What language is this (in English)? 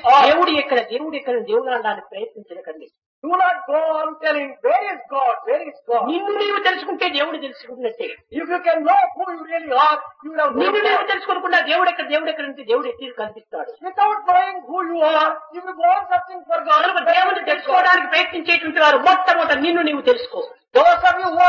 Telugu